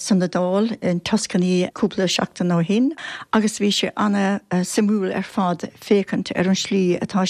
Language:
Irish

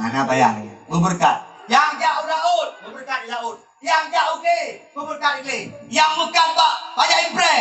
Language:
Achinese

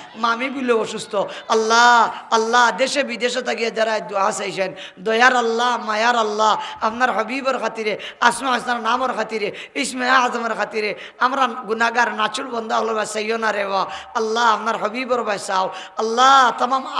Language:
Sylheti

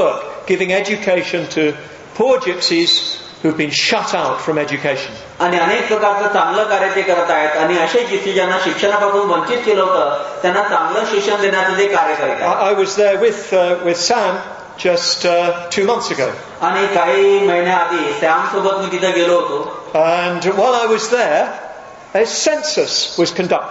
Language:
Marathi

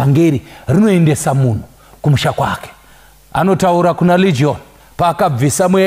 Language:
Shona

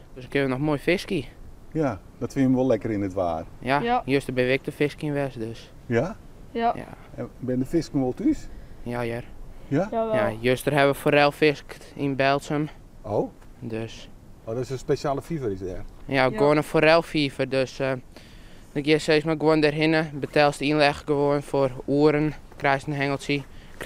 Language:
Western Frisian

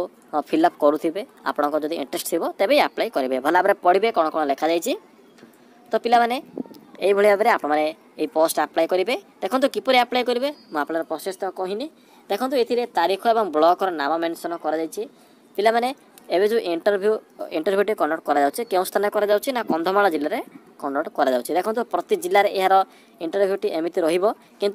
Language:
Odia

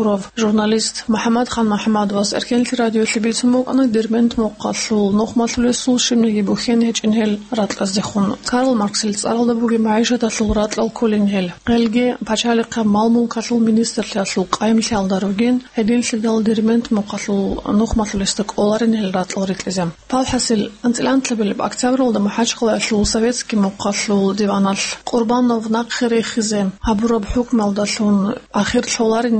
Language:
Avaric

